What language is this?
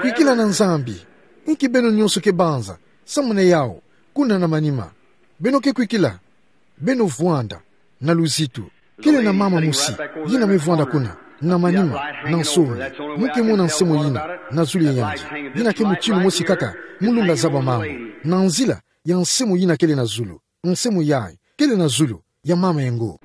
Kituba (Democratic Republic of Congo)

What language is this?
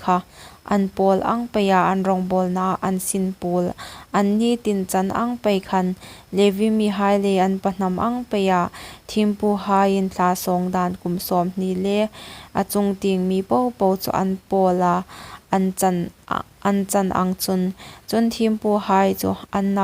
Hmar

